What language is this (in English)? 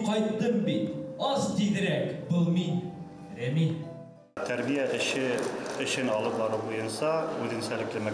Bashkir